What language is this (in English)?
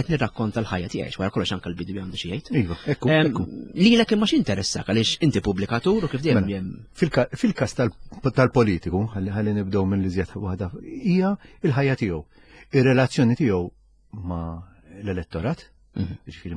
Maltese